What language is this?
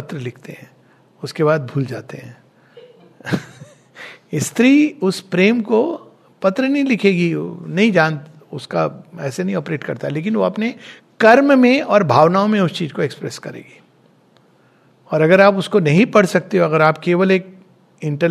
Hindi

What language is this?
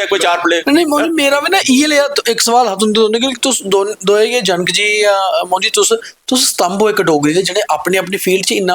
Dogri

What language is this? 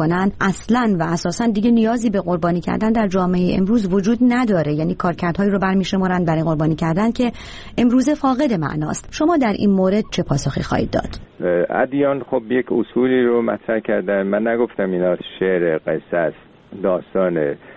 Persian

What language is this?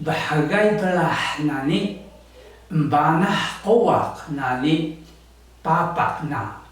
Taroko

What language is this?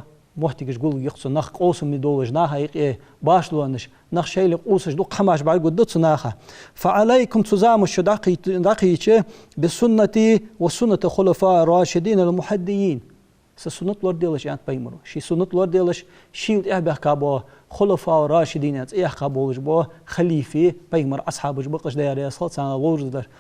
Ingush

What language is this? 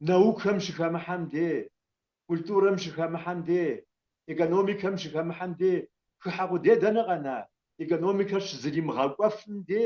Kabardian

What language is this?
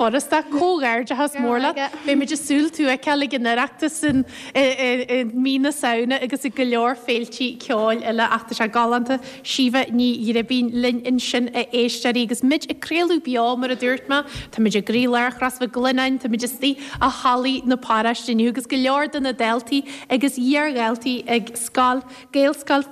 Irish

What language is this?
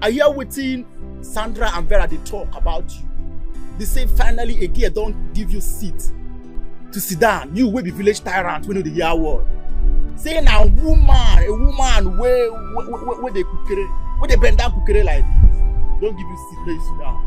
Nigerian Pidgin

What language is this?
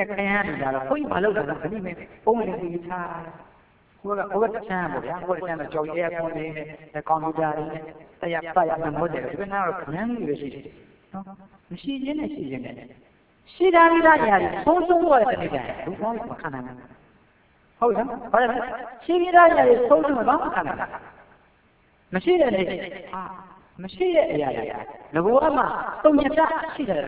Burmese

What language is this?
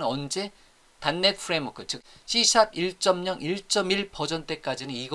Korean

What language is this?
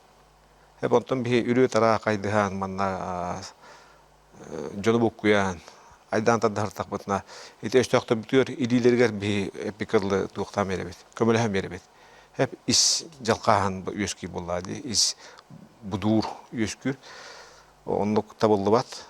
Yakut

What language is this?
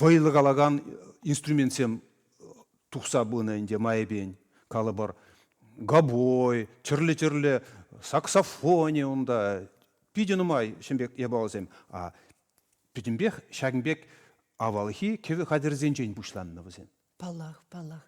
Chuvash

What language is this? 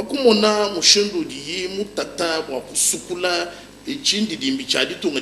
Luba-Lulua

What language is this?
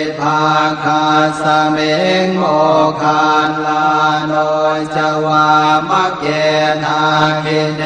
Pali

